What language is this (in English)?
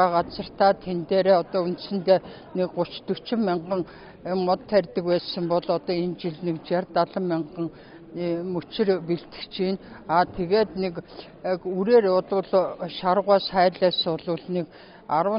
Mongolian